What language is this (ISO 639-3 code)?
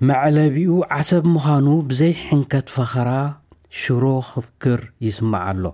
tir